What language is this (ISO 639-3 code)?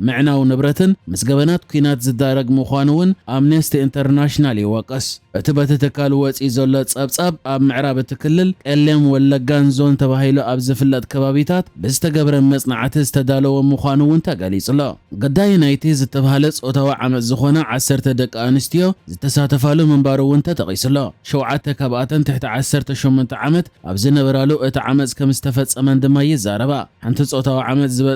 tir